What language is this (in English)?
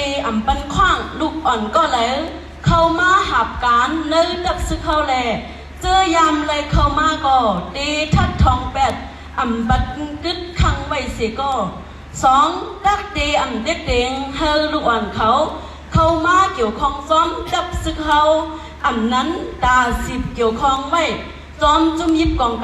Shan